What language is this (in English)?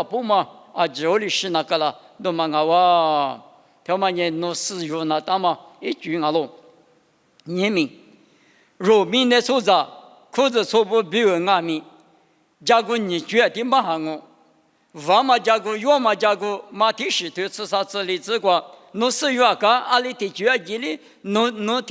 Lisu